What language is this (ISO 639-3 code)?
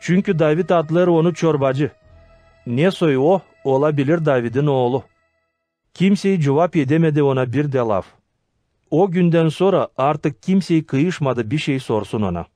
gag